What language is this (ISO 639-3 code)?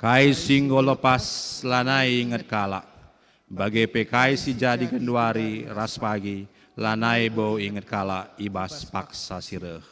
btx